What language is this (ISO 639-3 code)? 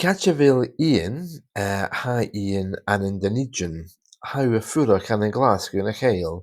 gla